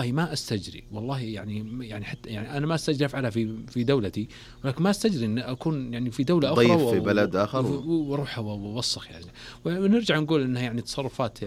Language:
Najdi Arabic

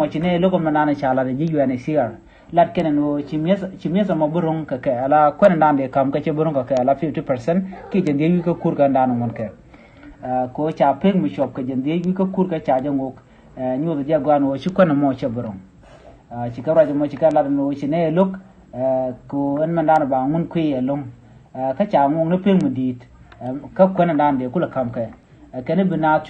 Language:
Nuer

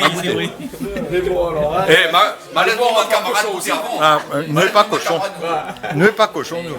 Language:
Réunion Creole French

